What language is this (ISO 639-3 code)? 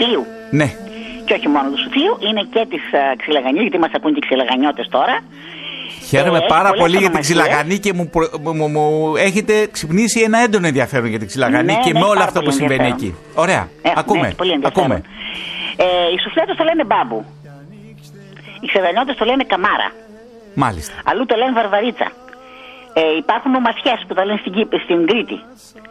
ell